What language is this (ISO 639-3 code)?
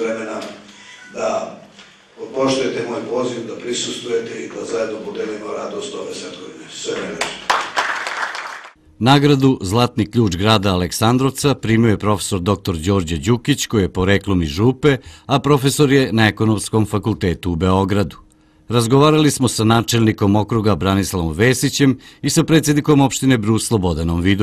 srp